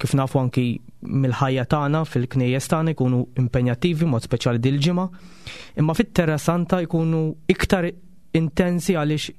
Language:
Maltese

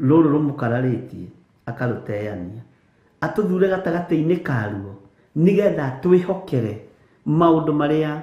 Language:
Kikuyu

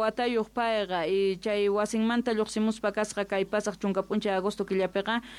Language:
South Bolivian Quechua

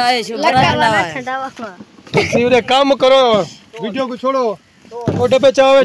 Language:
Saraiki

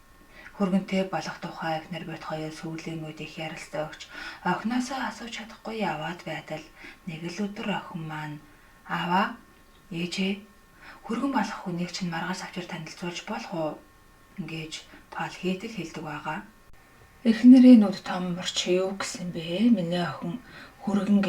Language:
Mongolian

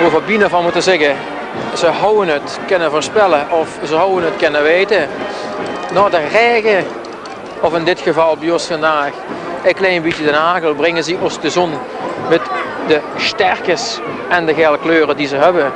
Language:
Limburgish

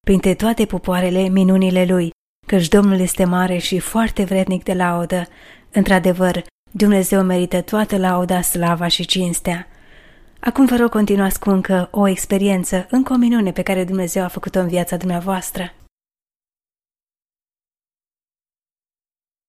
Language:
Romanian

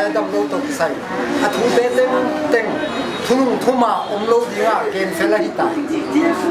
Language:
Paite Chin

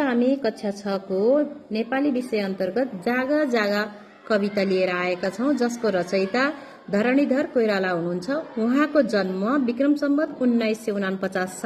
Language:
Nepali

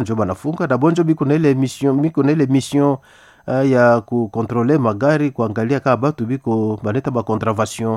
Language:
Swahili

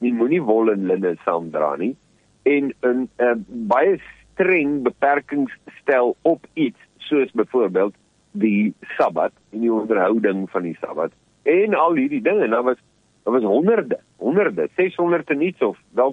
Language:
Afrikaans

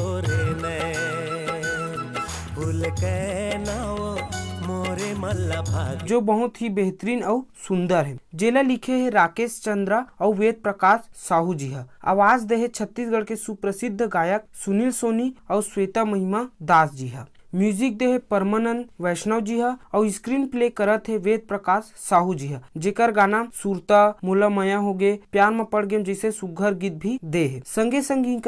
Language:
Chhattisgarhi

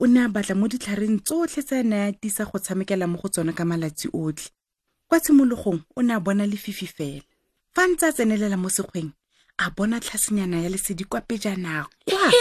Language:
Tswana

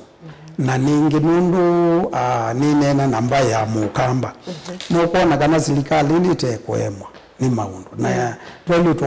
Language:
Kamba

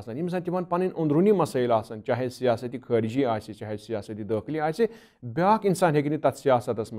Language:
Kashmiri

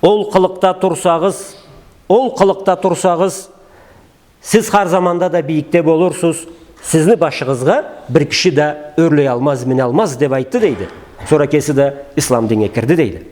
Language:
Karachay-Balkar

